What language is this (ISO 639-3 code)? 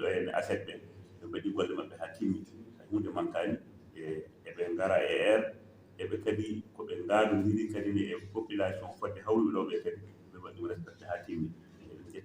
ful